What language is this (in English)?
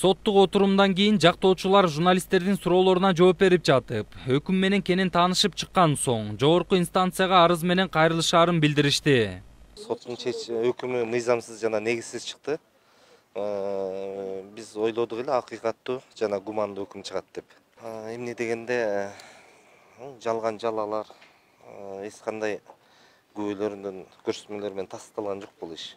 Kyrgyz